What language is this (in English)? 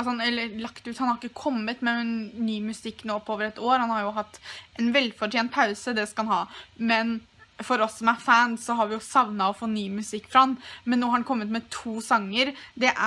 Norwegian